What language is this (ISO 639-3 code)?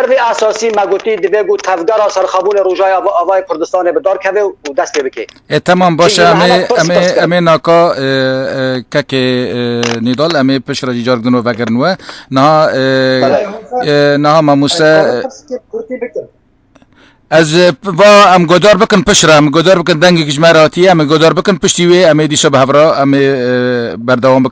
kur